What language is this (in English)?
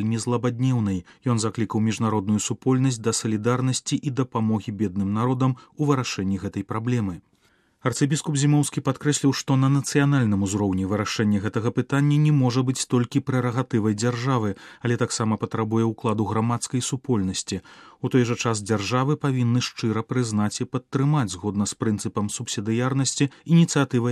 Belarusian